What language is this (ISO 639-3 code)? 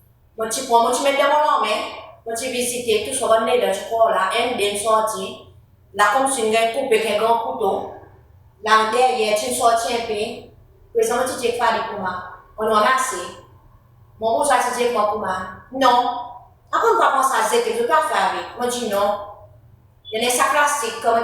crs